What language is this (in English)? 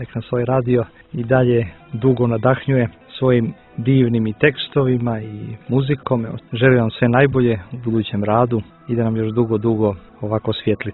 Serbian